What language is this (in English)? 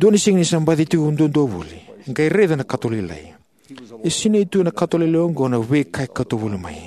Fijian